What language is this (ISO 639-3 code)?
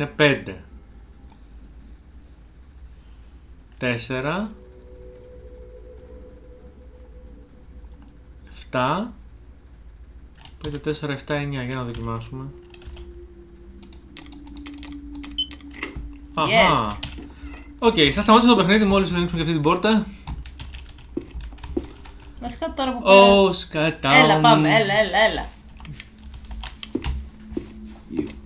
ell